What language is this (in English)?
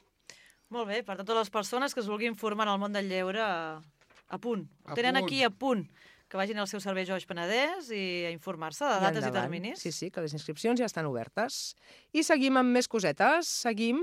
Catalan